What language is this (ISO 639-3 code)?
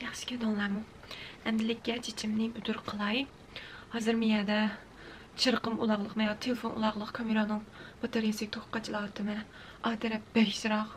uig